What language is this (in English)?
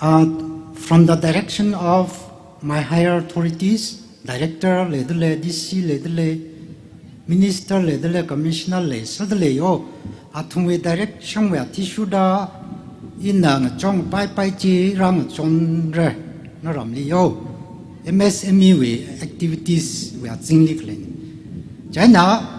Tangkhul Naga (India)